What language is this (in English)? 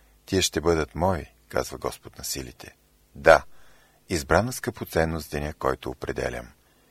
Bulgarian